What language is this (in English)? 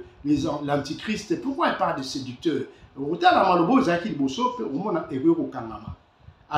Lingala